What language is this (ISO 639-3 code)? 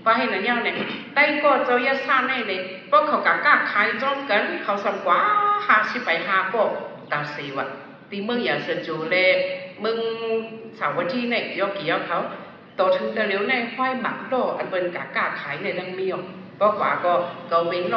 shn